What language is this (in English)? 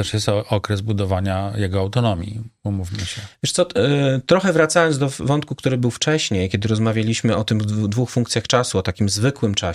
Polish